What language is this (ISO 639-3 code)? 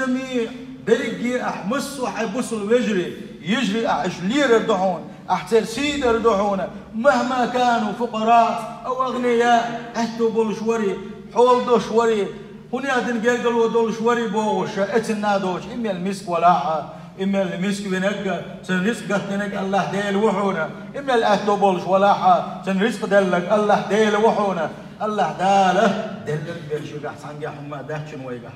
che